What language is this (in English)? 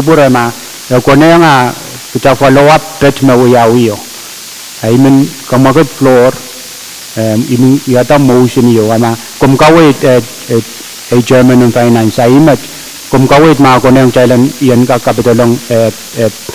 Pohnpeian